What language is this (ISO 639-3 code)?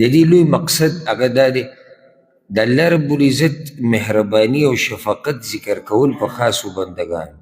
pus